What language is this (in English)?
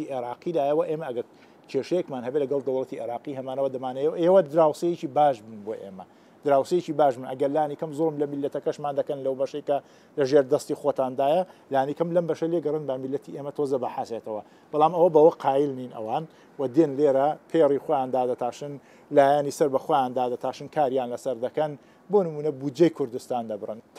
Central Kurdish